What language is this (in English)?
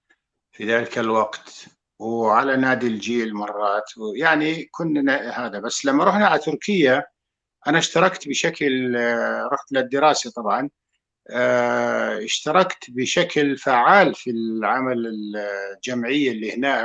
North Levantine Arabic